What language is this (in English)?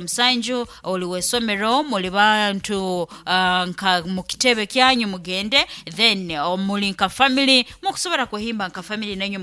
Nyoro